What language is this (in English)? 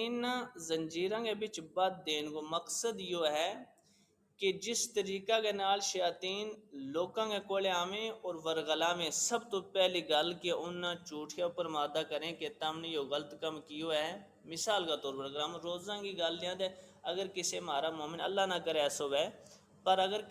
Gujari